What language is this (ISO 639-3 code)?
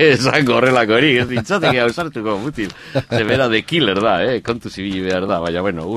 eus